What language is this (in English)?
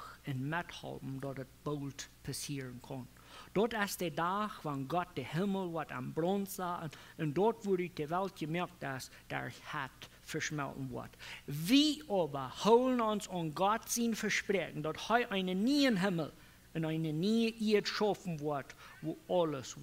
Plautdietsch